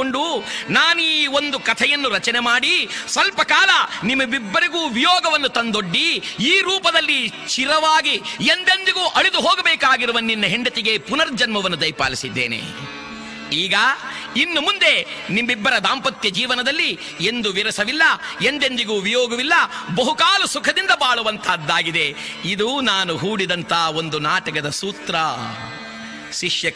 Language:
Kannada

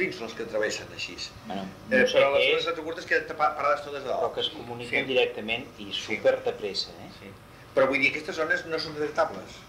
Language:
Catalan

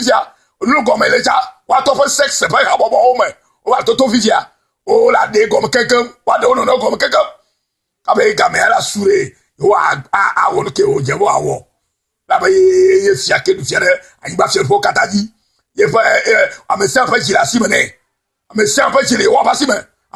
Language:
Ewe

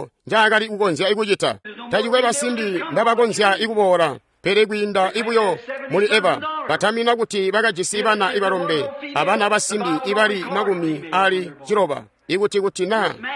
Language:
Tonga (Zambia)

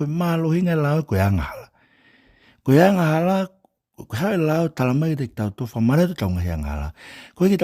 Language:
Tongan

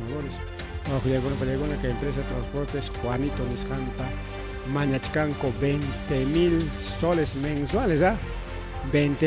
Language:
Ayacucho Quechua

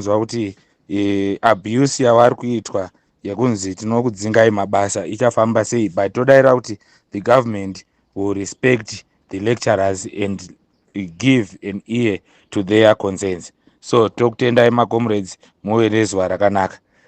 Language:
Shona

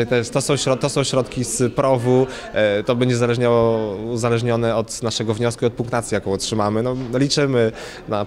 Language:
Polish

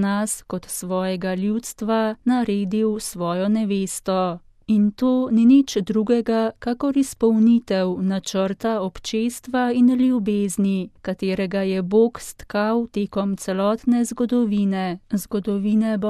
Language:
Slovenian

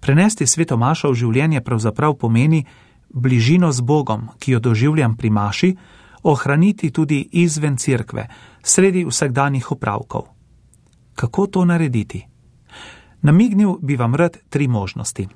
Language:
Slovenian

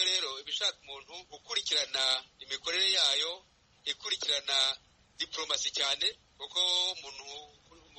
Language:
Kinyarwanda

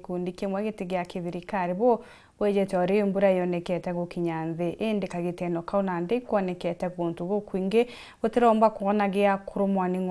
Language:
Meru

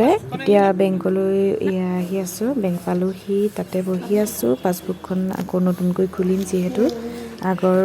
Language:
Assamese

